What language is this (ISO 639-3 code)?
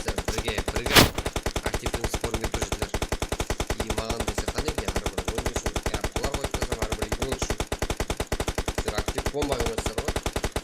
kaa